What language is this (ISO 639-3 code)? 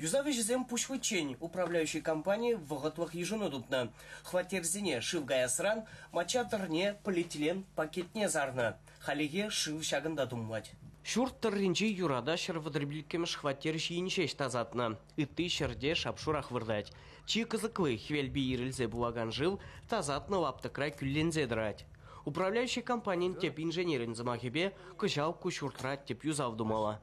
chv